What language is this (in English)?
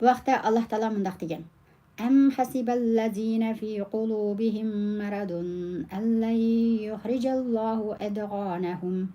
Uyghur